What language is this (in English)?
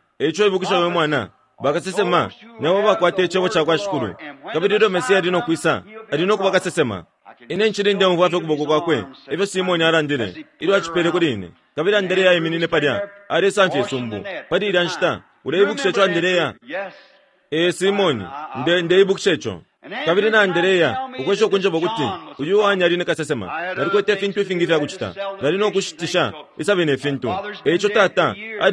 Bemba